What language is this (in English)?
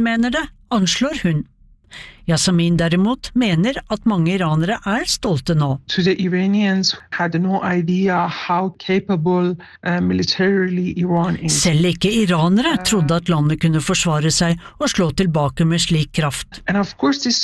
Norwegian